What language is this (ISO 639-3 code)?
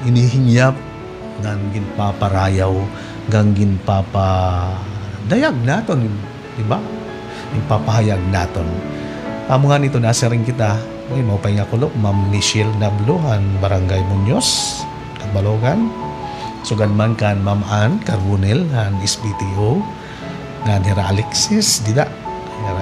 war